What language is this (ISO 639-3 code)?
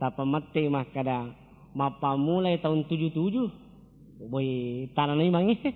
bug